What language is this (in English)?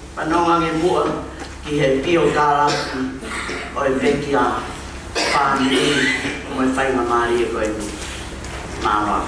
Tongan